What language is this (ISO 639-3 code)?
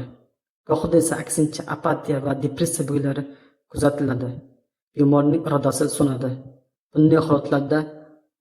uzb